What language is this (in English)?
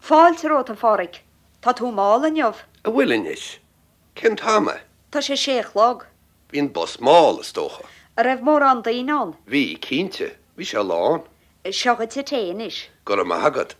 Irish